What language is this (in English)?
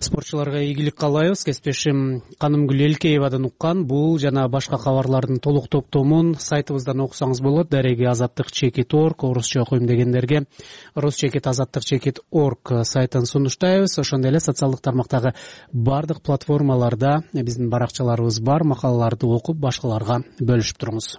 Kyrgyz